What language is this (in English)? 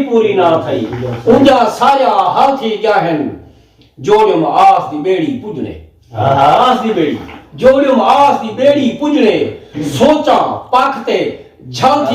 Saraiki